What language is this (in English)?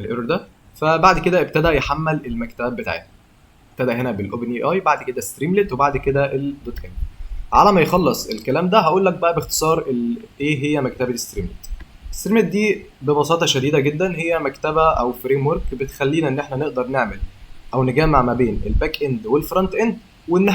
Egyptian Arabic